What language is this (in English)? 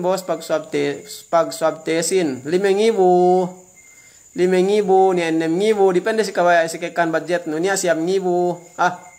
Yakan